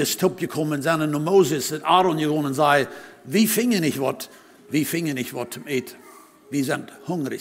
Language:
Plautdietsch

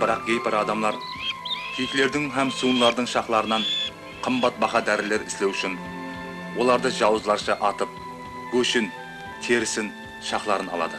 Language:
Kara-Kalpak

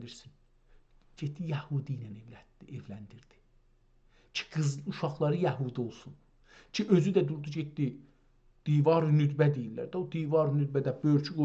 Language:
South Azerbaijani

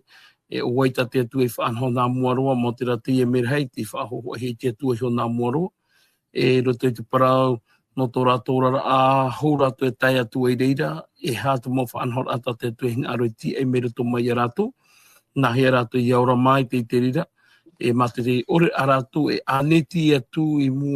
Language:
Tahitian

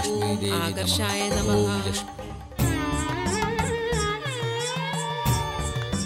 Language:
Malayalam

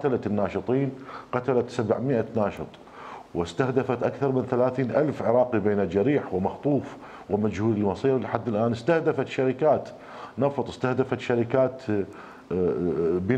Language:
Mesopotamian Arabic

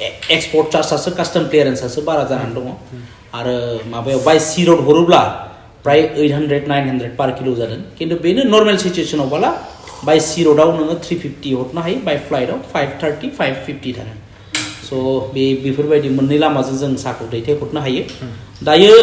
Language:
Bodo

